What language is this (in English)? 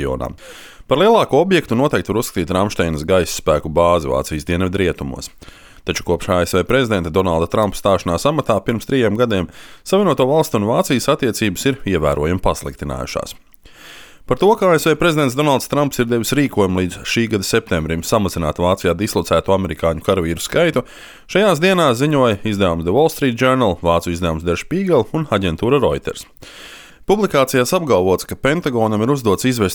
Latvian